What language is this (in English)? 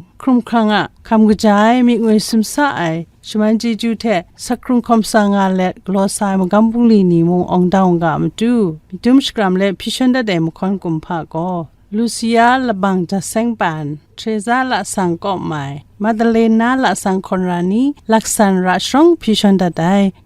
Kachin